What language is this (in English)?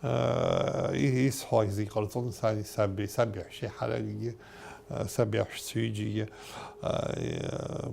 Abkhazian